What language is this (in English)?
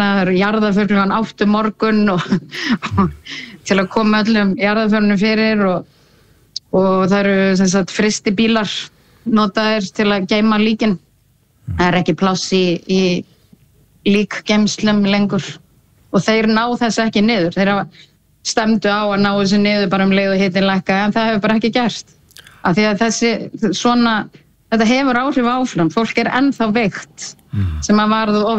Icelandic